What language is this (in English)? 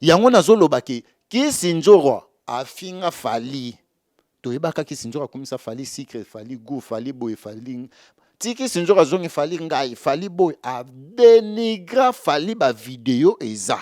Lingala